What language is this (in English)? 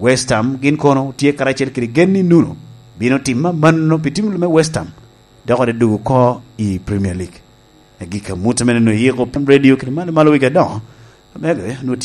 Lango (Uganda)